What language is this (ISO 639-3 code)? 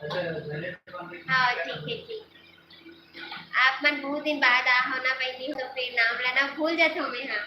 hne